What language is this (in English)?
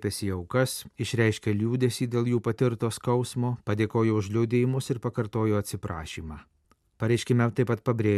Lithuanian